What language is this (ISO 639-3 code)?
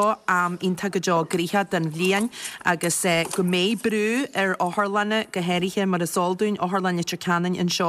gle